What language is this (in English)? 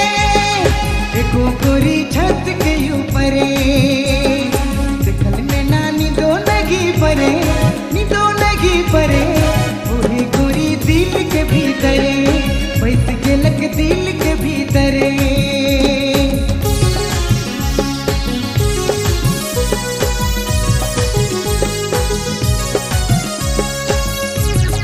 Sadri